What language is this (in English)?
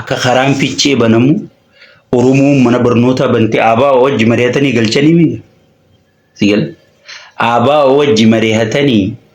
Oromo